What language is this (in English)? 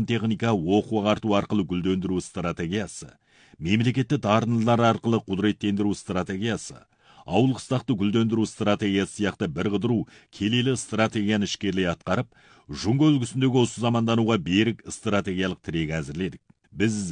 Kazakh